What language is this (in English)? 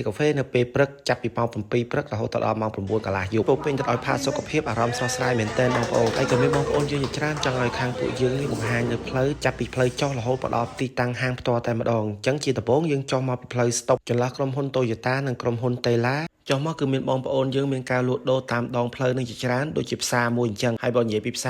Khmer